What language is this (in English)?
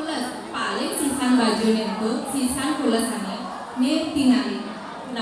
Balinese